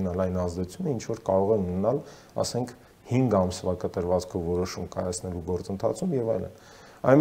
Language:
Armenian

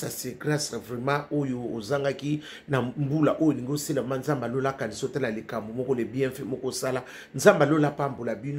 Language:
Lingala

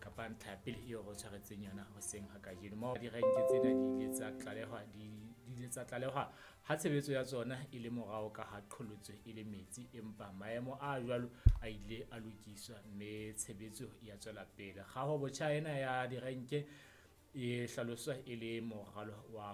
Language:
Southern Sotho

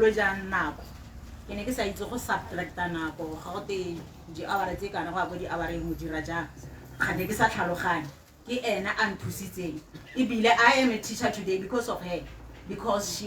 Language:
Tswana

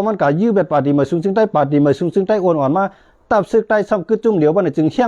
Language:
Shan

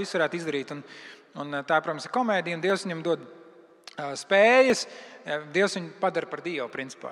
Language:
Latvian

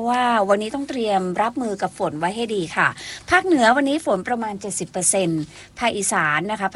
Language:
Thai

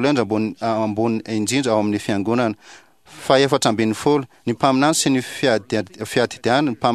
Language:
Malagasy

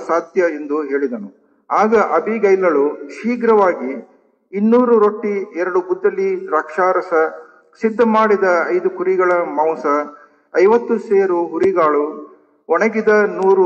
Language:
Kannada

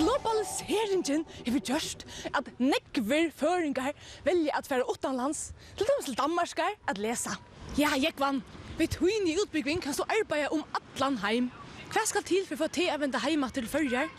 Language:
Faroese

